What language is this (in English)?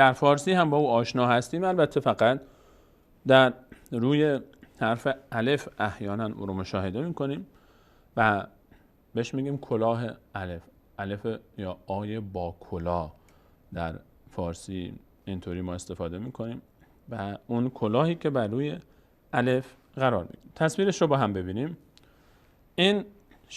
Persian